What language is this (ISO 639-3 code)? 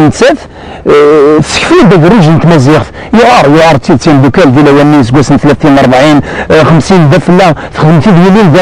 kab